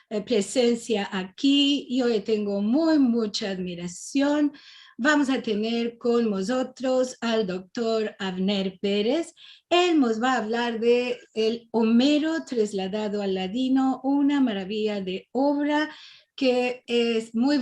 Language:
Ladino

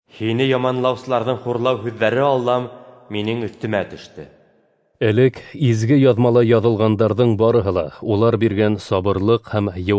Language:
Bashkir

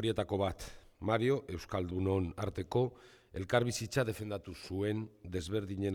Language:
Basque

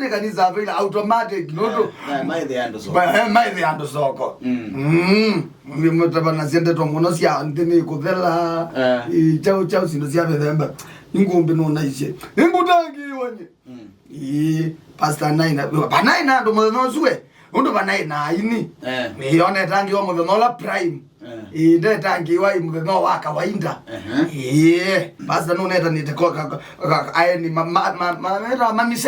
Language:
Kamba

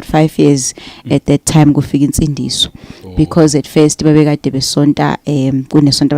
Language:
Zulu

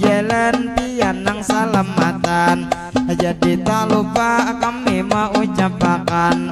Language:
Banjar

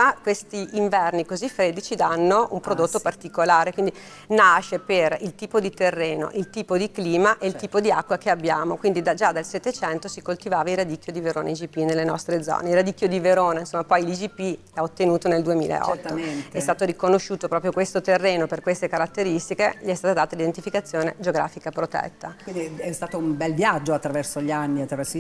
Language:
Italian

